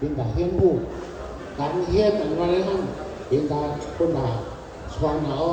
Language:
Shan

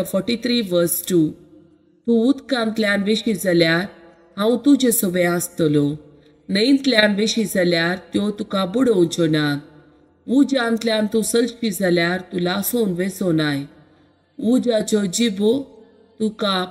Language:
Konkani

